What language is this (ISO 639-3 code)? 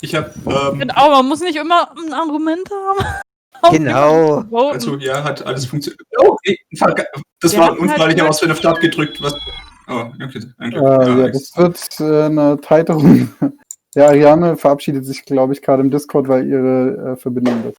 gsw